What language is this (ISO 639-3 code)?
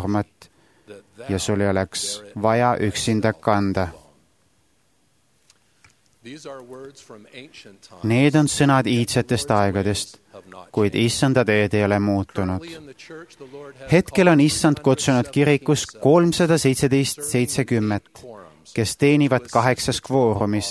est